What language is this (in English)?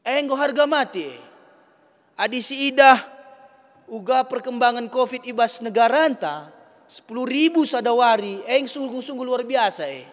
Batak Karo